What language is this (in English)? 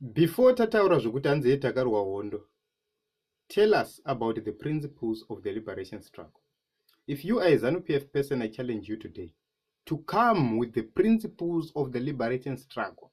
Shona